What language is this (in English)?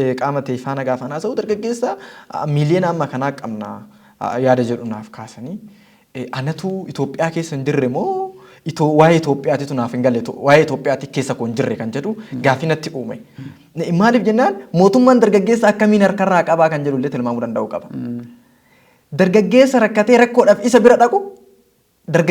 Oromo